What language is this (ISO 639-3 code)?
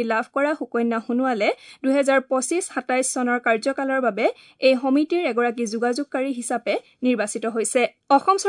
asm